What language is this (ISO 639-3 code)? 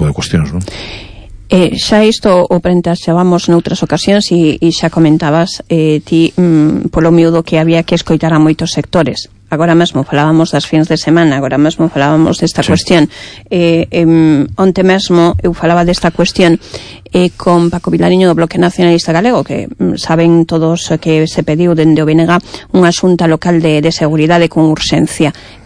glg